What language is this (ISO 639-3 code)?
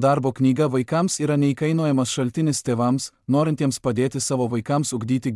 lit